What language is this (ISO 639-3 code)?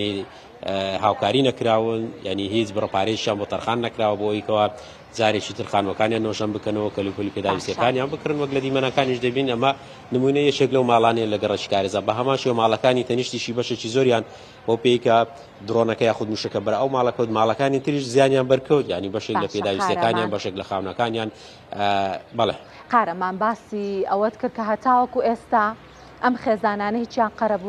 ckb